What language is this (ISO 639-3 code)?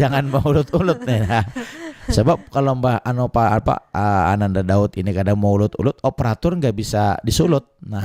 bjn